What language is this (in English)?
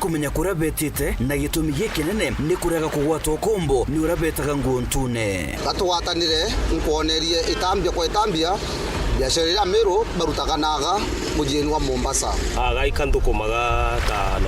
Meru